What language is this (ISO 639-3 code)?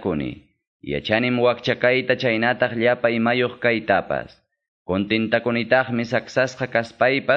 que